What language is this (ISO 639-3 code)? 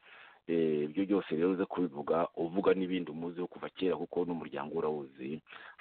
kin